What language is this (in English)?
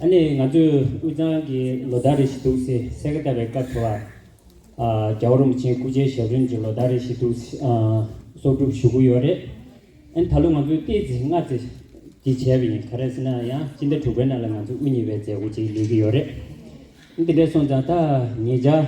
Tibetan